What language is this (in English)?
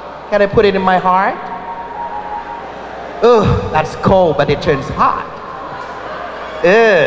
Vietnamese